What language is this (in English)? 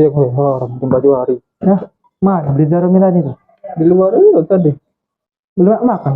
Musi